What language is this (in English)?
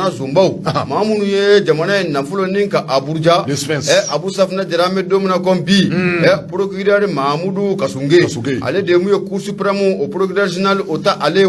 Bambara